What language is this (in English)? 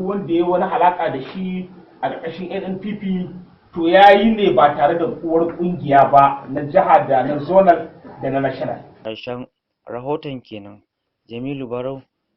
Hausa